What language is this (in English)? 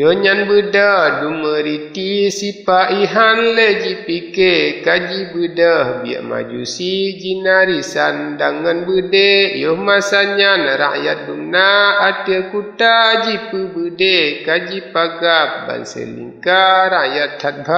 Achinese